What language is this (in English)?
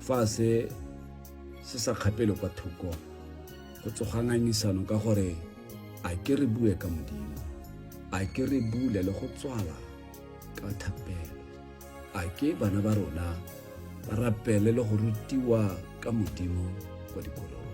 Tswana